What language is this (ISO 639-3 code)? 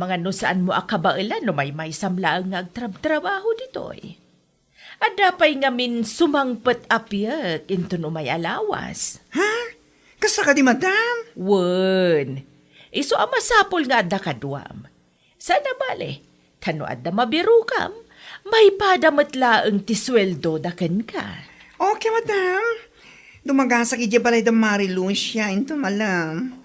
ilo